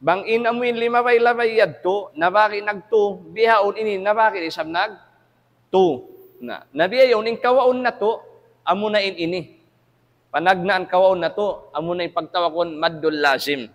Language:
Tausug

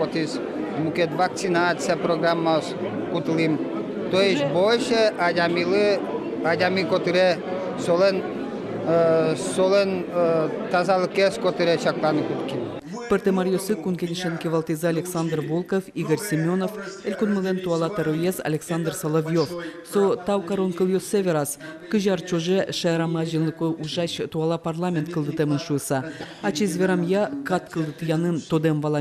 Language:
Udmurt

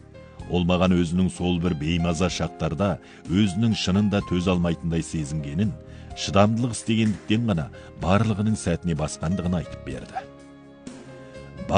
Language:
Kazakh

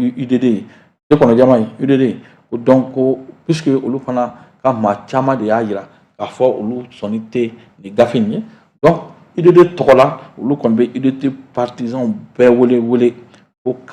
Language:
Bambara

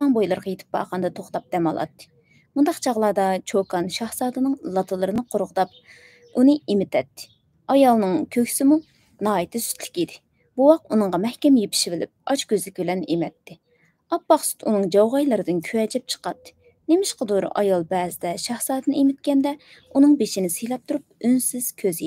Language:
Uyghur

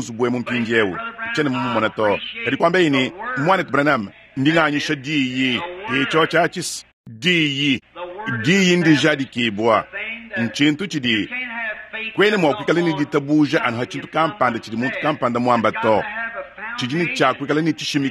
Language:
Luba-Lulua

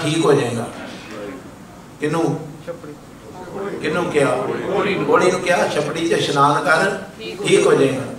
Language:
Punjabi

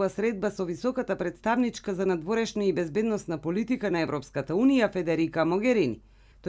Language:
Macedonian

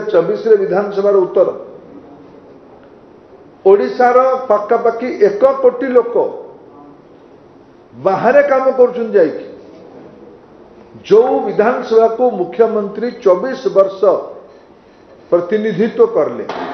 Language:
Odia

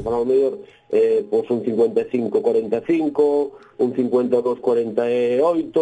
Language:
Galician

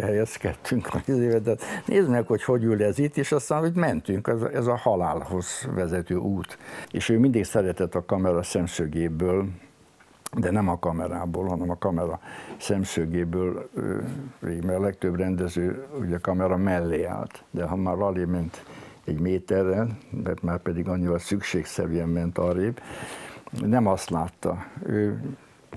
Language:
Hungarian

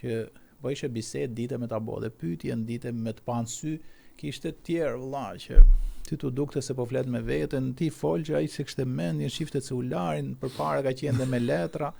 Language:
Albanian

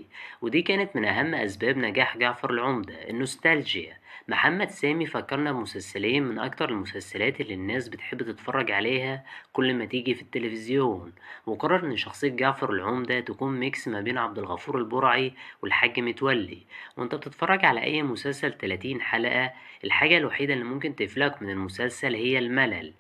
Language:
Egyptian Arabic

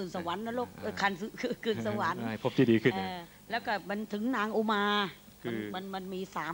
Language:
Thai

